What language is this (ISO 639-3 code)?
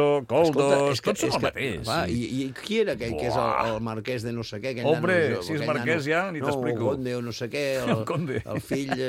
cat